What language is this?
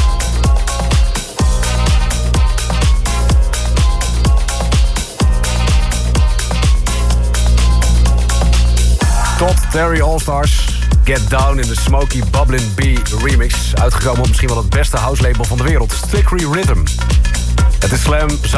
Dutch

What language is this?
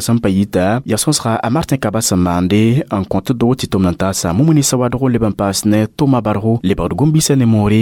Mossi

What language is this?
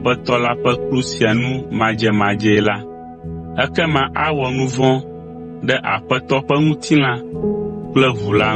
Ewe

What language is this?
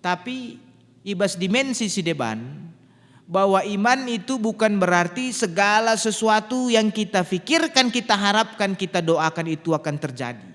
Batak Karo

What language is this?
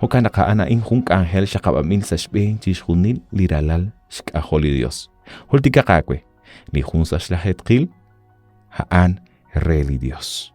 Kekchí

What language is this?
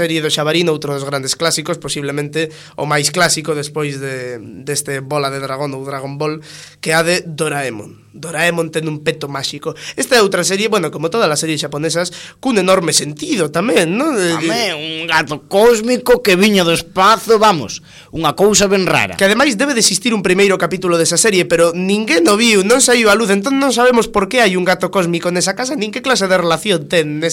Galician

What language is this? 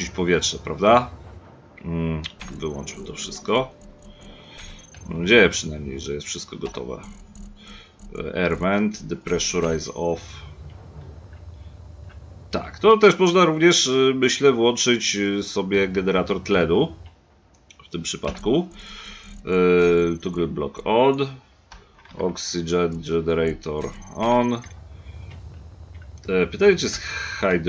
Polish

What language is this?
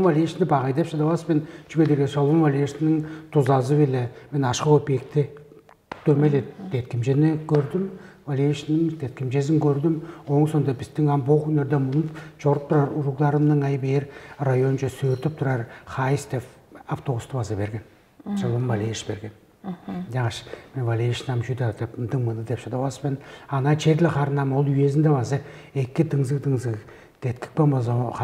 Tuvinian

